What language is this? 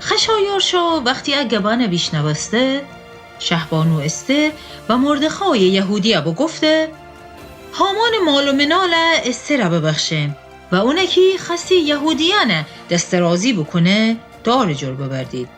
Gilaki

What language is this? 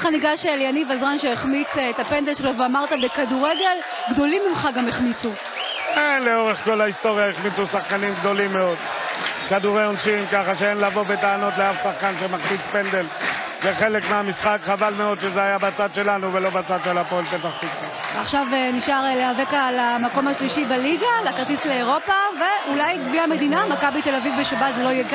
Hebrew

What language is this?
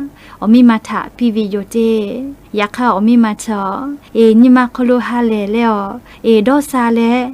Lahu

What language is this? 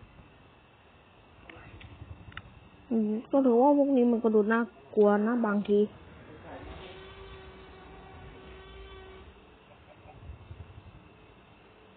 Thai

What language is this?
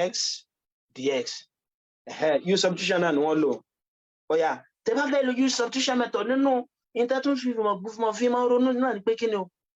Yoruba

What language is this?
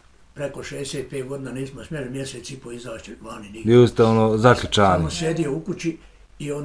Bosnian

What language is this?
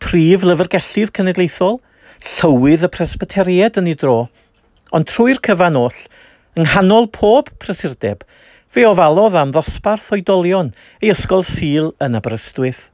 Welsh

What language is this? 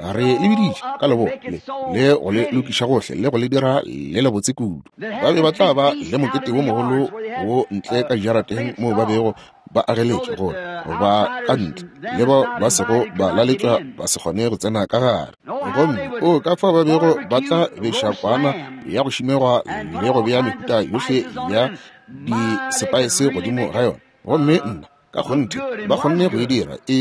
Northern Sotho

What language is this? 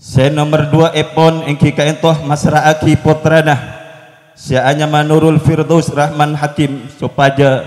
Madurese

